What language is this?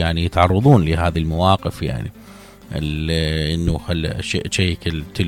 Mesopotamian Arabic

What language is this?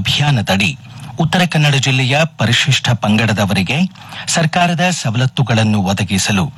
Kannada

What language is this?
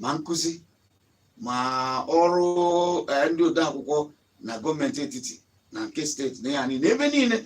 Igbo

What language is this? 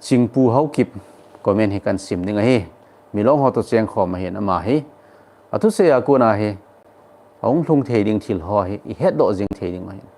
Thado Chin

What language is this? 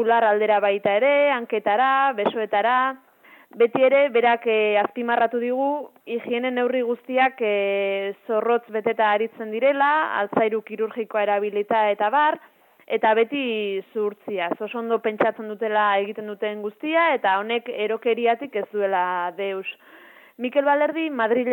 Basque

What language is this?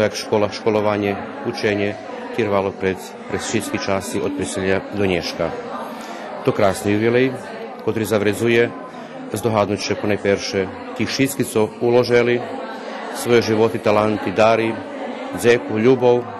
Rusyn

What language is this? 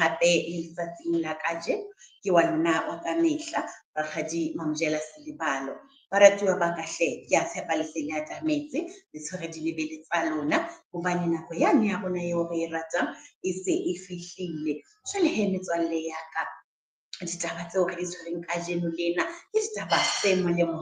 Southern Sotho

